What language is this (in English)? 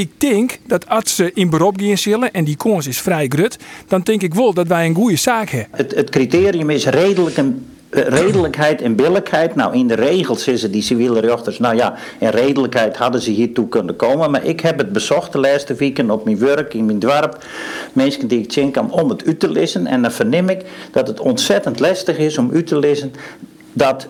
Western Frisian